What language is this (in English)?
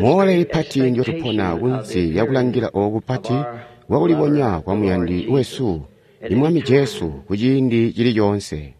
Tonga (Zambia)